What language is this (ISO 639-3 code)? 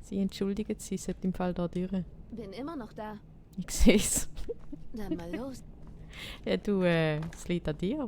gsw